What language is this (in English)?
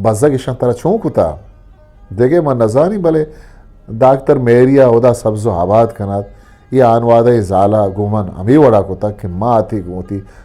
Eastern Balochi